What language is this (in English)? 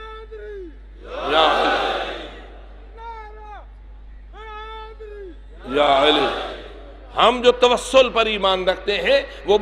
Urdu